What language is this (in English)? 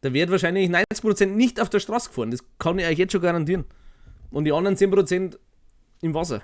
Bavarian